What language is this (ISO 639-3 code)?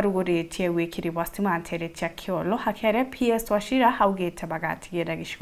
mer